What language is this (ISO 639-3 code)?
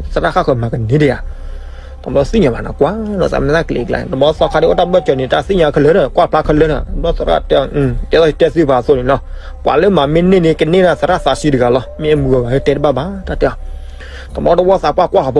ksw